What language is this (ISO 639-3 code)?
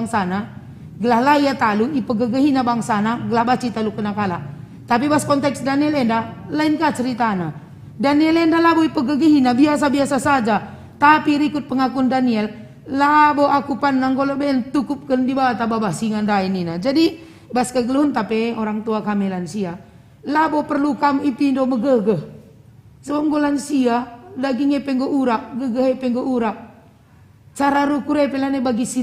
btx